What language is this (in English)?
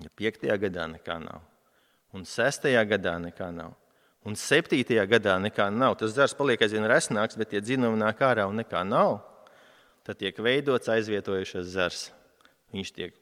Latvian